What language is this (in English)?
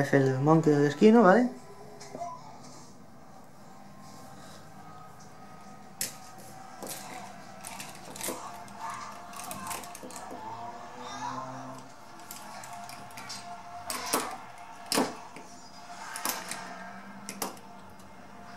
Spanish